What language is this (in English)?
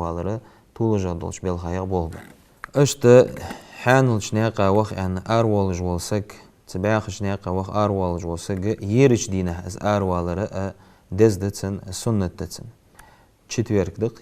Ingush